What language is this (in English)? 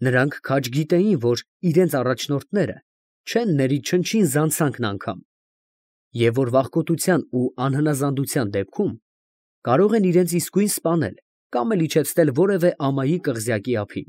Armenian